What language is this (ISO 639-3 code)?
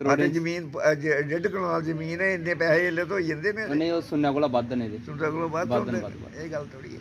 doi